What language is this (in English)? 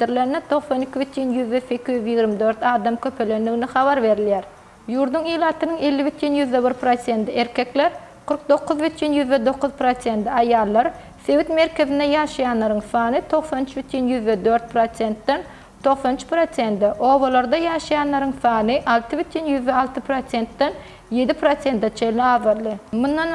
Turkmen